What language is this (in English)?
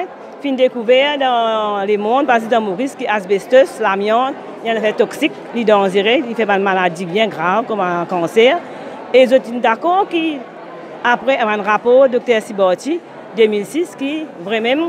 Morisyen